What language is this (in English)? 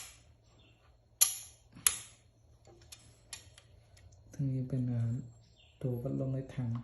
Lao